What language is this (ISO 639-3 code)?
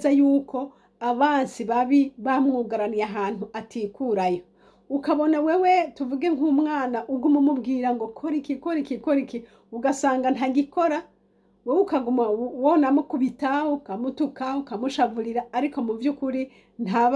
run